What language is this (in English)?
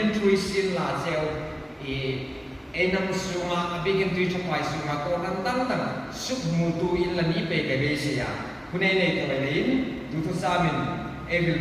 Hmar